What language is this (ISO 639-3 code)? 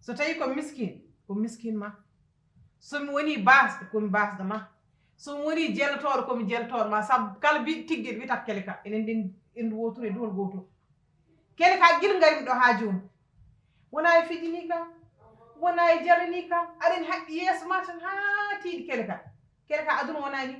ful